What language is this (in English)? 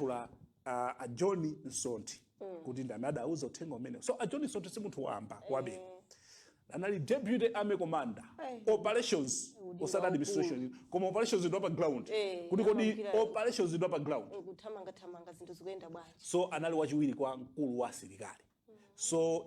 Nyanja